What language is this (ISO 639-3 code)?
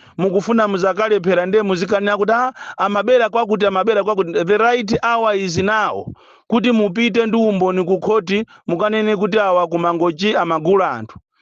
nya